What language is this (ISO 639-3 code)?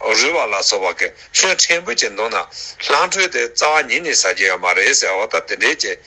bod